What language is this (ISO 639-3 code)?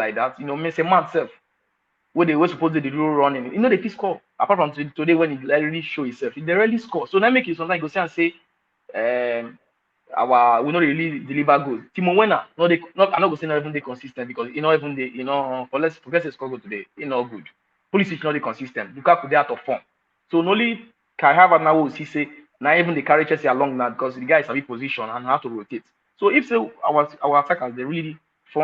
pcm